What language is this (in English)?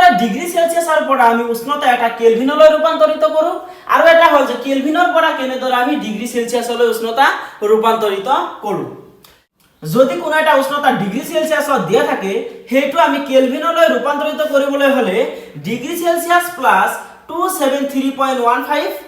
Assamese